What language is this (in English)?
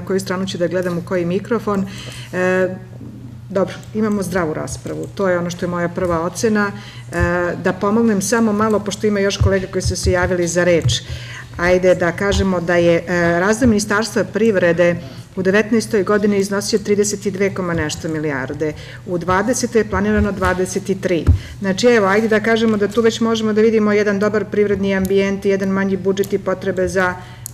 Serbian